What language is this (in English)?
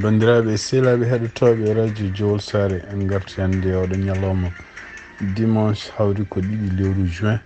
Fula